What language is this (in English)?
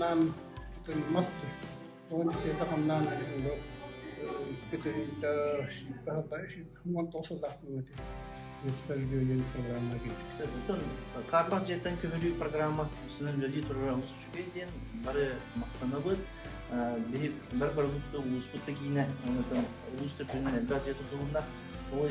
Yakut